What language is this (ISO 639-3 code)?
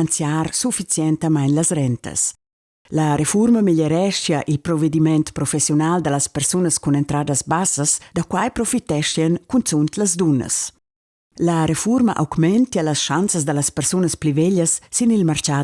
roh